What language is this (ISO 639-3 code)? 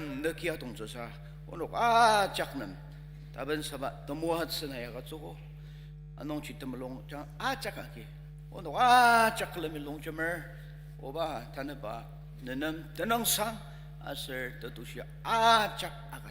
njo